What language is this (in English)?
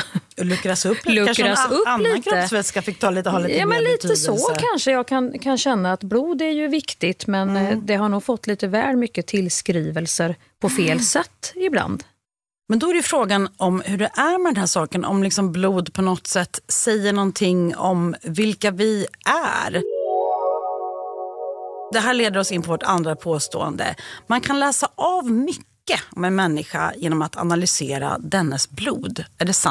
Swedish